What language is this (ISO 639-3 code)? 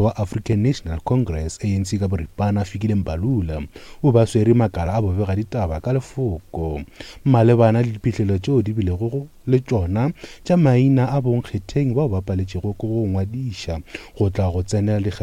nso